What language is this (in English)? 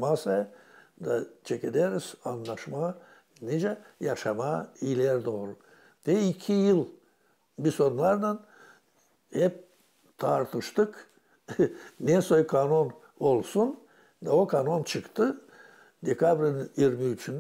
Gagauz